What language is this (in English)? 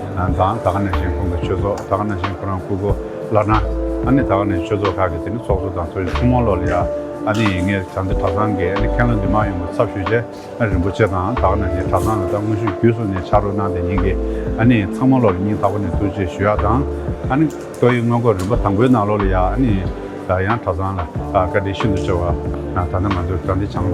Tibetan